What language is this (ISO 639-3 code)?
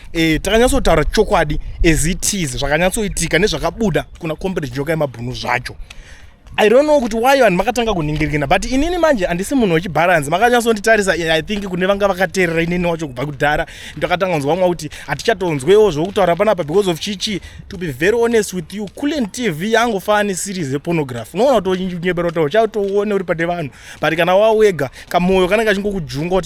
sna